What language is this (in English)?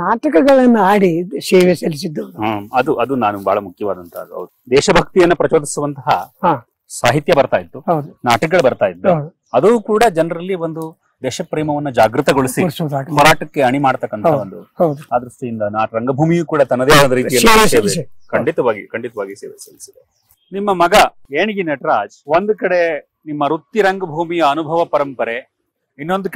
Kannada